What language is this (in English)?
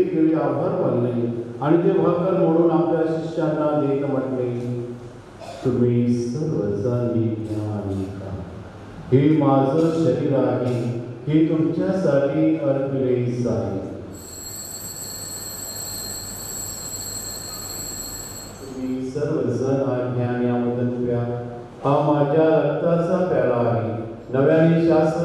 Marathi